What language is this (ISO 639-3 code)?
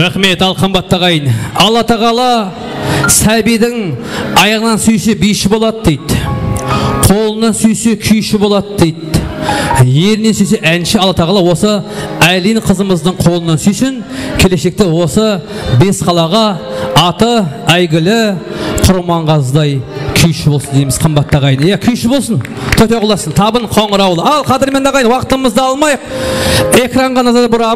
kaa